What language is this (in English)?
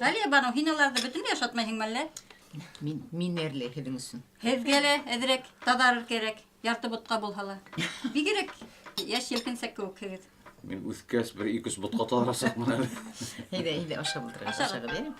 Bashkir